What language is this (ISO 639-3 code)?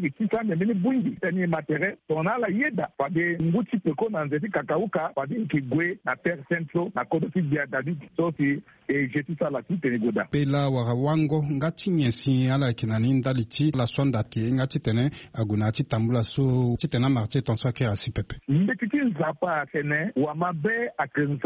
sag